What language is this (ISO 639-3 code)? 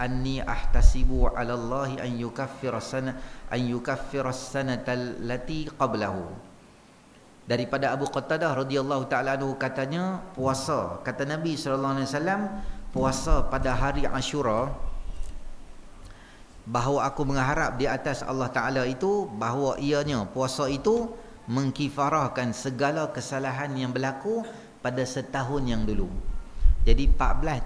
msa